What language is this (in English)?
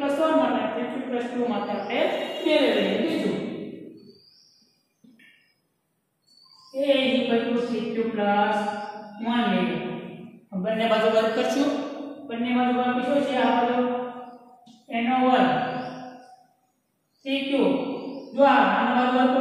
Gujarati